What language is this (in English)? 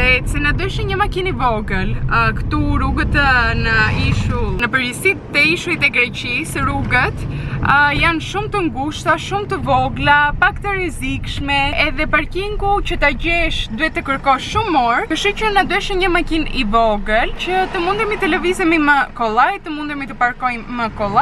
Albanian